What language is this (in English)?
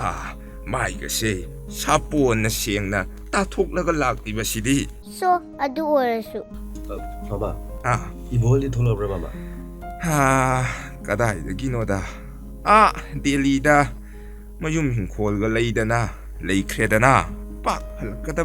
Manipuri